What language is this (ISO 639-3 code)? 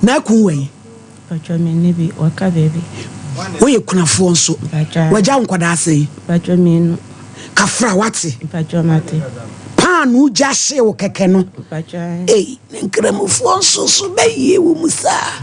aka